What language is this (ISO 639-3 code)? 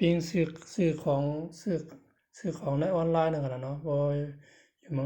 shn